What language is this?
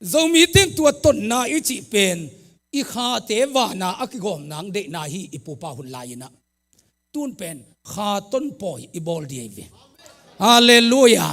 Tedim Chin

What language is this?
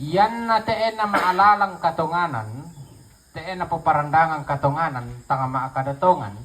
Toraja-Sa'dan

